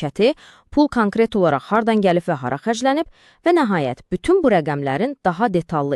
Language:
Azerbaijani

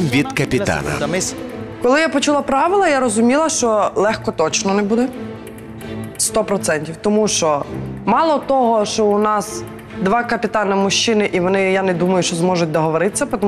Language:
Ukrainian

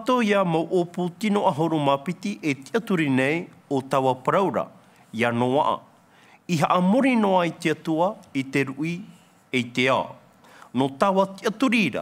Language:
Tahitian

